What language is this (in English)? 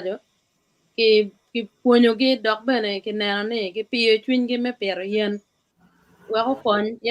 Acoli